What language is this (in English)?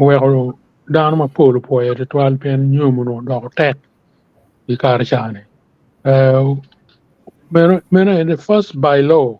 Acoli